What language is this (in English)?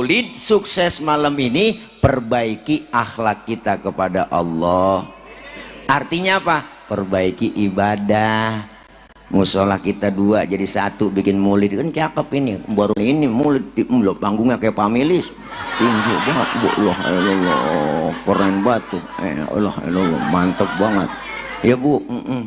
Betawi